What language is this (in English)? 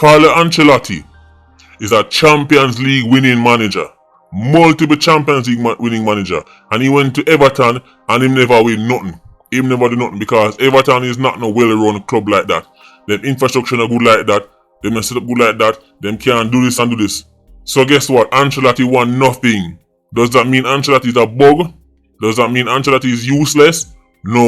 Jamaican Creole English